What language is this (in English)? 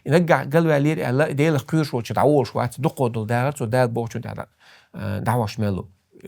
Chechen